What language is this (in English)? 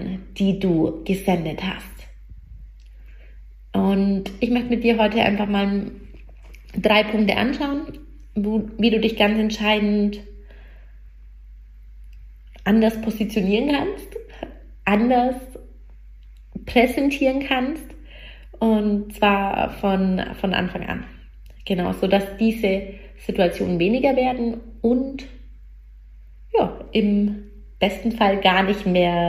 German